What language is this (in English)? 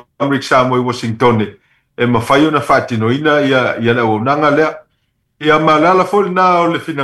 Samoan